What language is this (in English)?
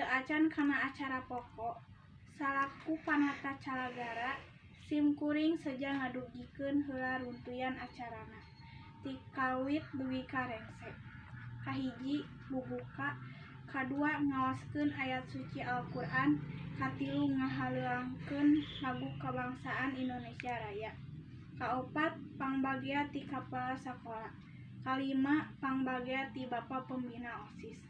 Sundanese